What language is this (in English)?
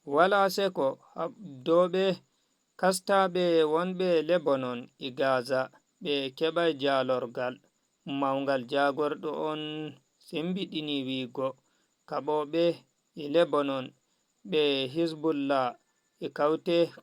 Fula